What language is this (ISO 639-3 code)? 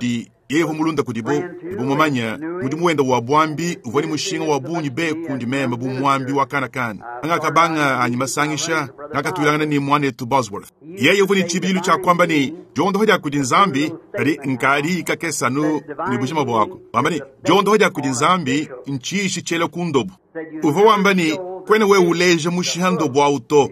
lua